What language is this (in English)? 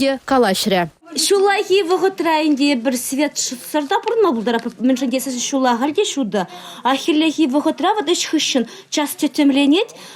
Chuvash